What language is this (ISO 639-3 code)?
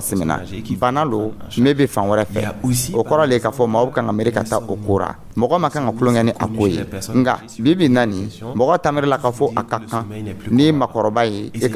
dyu